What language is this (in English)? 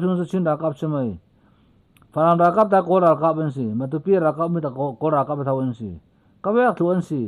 Falam Chin